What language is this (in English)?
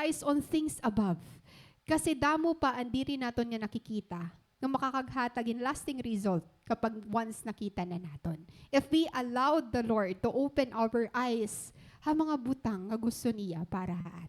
Waray